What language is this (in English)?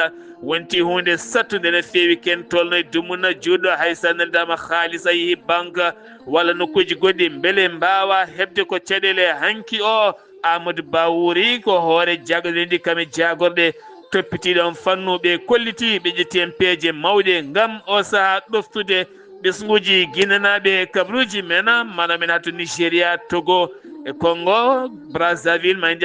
Fula